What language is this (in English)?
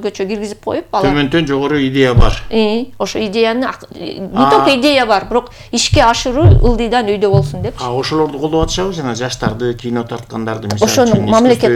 Kyrgyz